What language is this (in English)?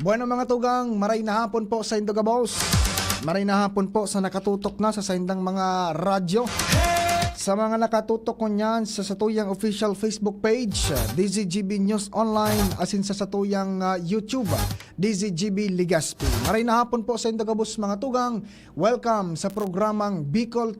Bikol